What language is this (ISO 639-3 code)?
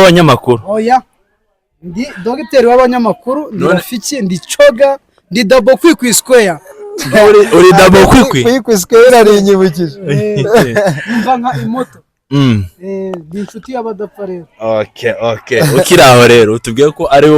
kin